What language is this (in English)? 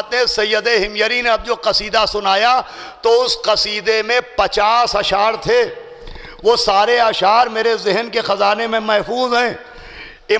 Urdu